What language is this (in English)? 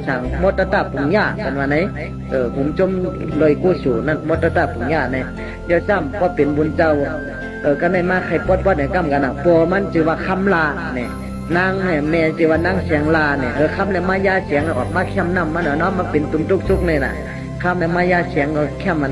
Shan